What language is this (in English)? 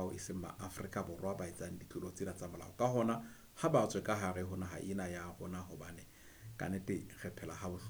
Southern Sotho